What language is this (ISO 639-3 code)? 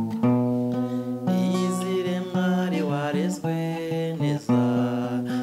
kin